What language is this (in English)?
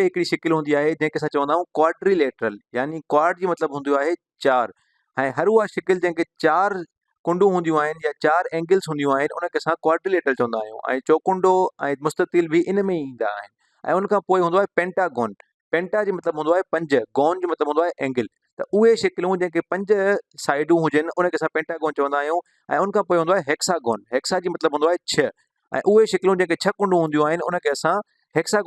Sindhi